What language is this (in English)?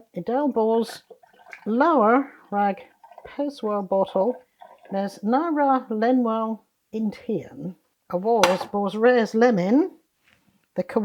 Cornish